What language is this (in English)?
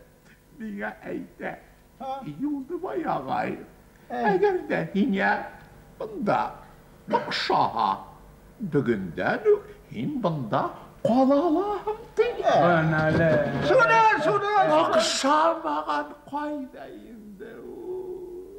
Bashkir